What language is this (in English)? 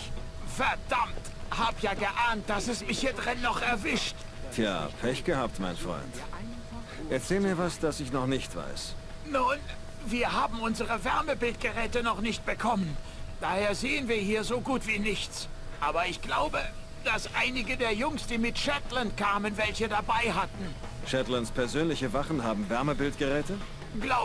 Bavarian